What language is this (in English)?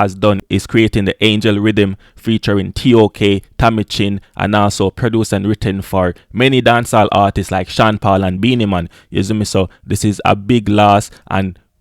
Jamaican Creole English